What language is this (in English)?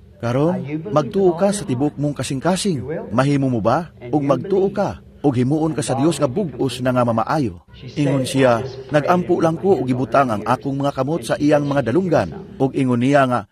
Cebuano